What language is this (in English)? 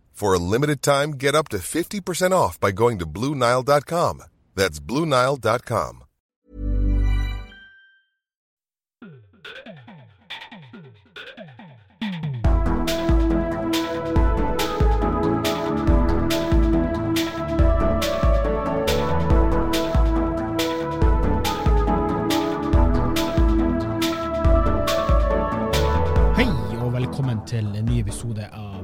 Norwegian